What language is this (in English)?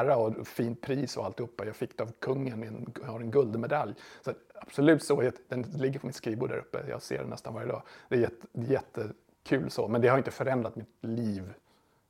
Swedish